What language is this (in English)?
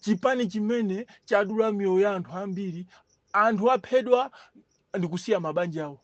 Nyanja